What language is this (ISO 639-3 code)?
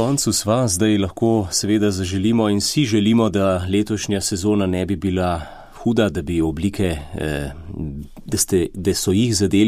slv